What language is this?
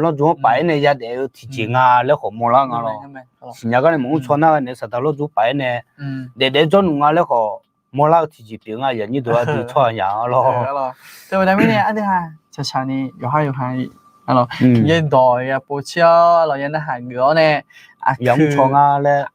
Akha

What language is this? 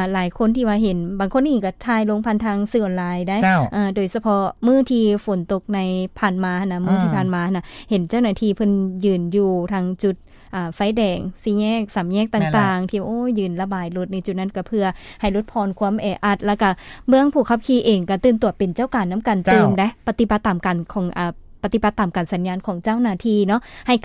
Lao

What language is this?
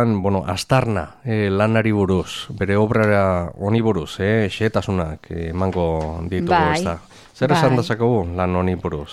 Basque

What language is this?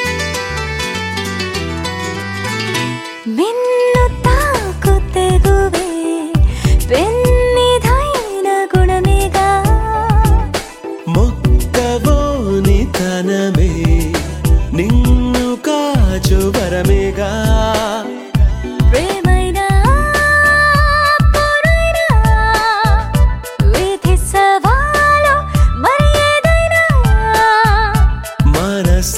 Telugu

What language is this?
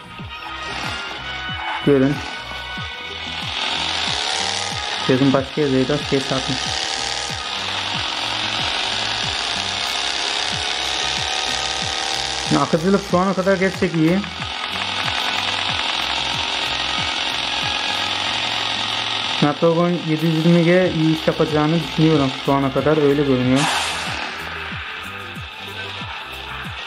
Turkish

